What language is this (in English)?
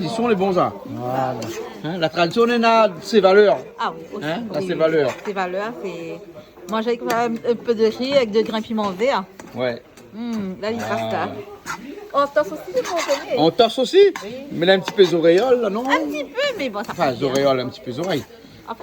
Réunion Creole French